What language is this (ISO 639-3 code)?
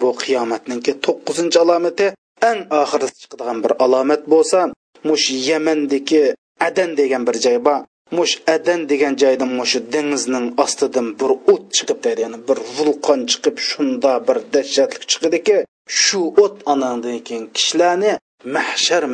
uig